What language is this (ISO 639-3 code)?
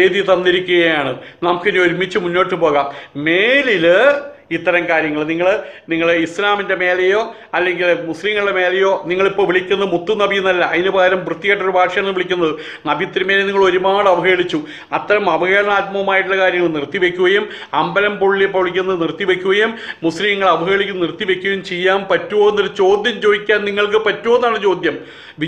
mal